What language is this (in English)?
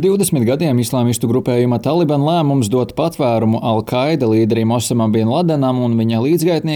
Latvian